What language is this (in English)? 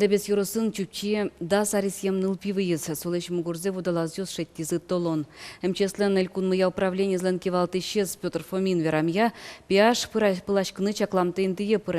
Udmurt